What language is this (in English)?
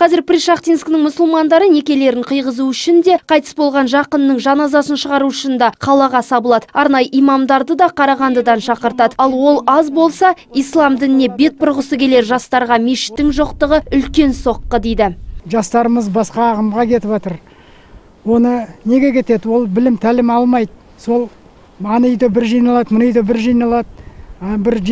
Kazakh